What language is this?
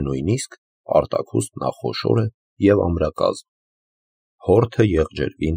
Armenian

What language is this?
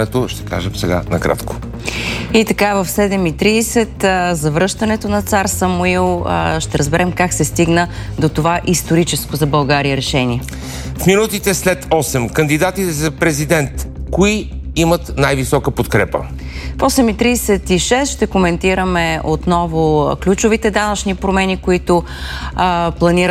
Bulgarian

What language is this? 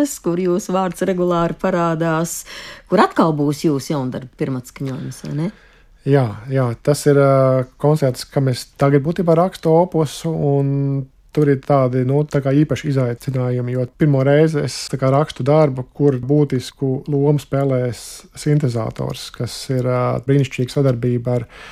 Latvian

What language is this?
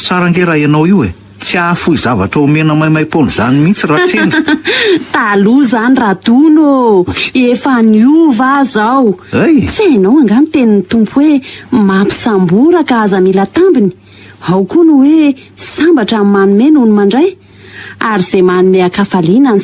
Malagasy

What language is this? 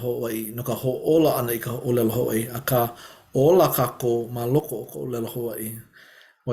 Hawaiian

